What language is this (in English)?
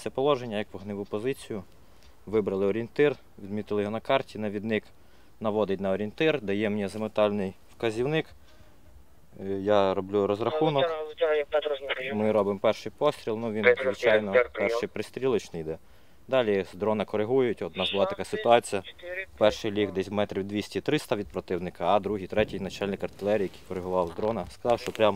Ukrainian